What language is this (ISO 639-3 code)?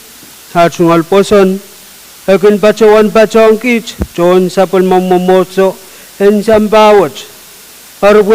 pon